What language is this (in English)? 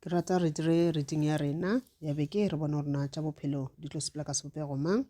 Northern Sotho